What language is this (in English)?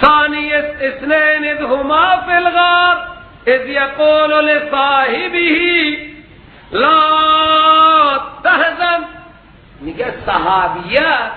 Persian